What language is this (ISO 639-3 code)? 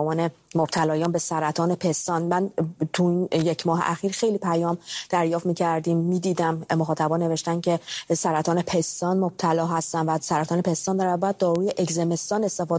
fas